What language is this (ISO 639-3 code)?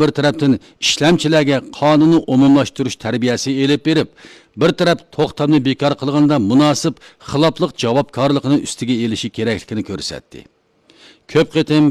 uig